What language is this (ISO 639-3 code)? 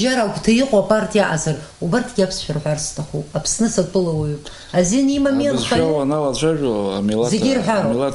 abk